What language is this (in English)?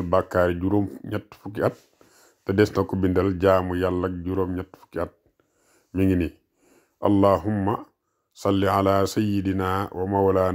Wolof